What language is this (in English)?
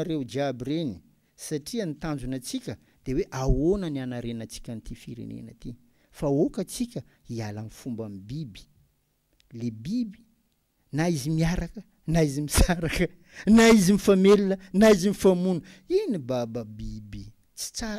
Malagasy